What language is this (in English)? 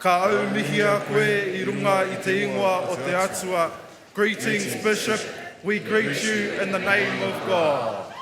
Māori